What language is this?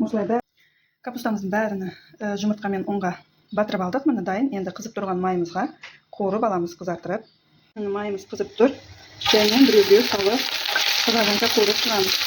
Kazakh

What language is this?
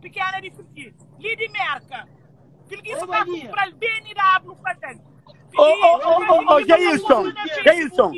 Kabuverdianu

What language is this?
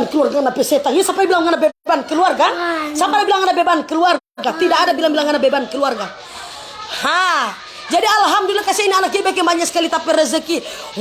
Manado Malay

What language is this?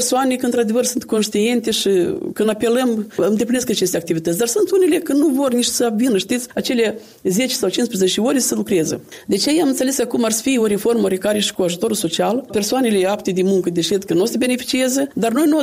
Romanian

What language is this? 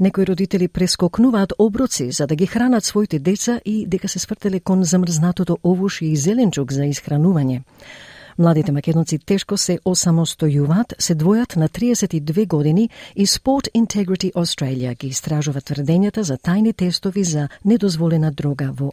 Macedonian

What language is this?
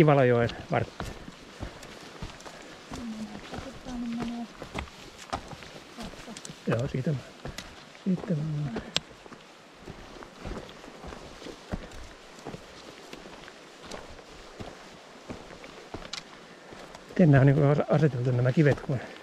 Finnish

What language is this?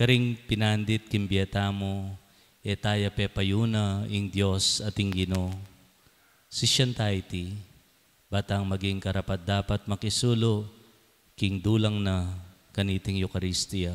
Pampanga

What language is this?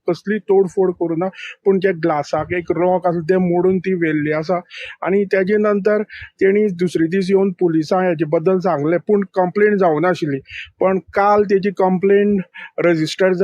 Konkani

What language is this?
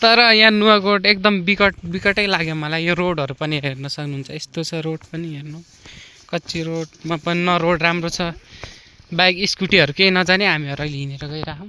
Nepali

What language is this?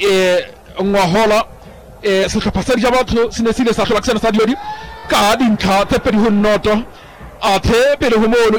Southern Sotho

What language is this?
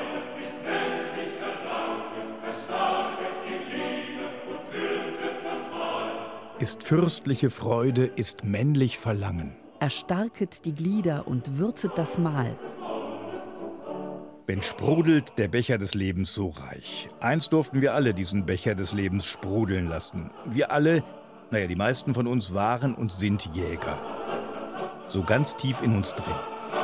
German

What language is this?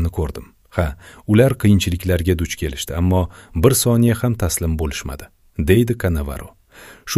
Uzbek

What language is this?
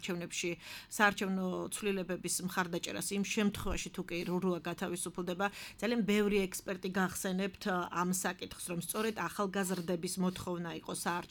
Georgian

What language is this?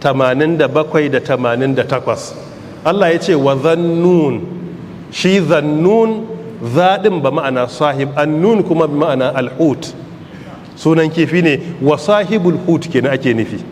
Hausa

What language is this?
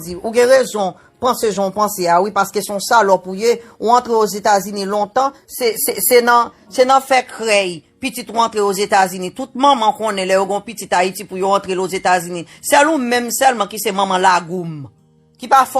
Haitian Creole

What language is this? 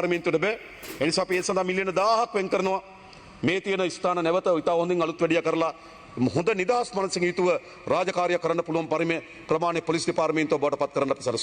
Sinhala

